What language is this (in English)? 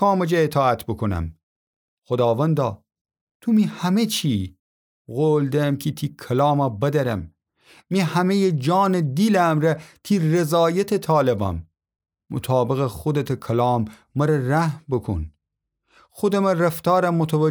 Gilaki